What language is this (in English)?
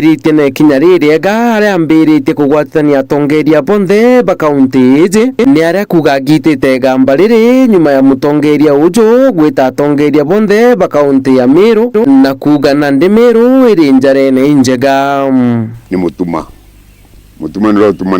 Meru